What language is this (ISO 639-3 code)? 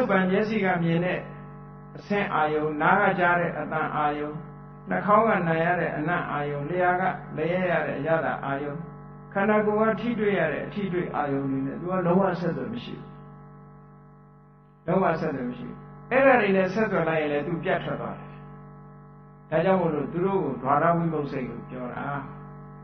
mya